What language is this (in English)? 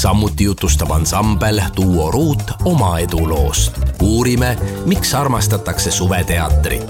Estonian